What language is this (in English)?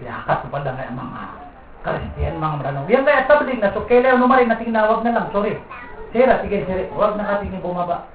Maranao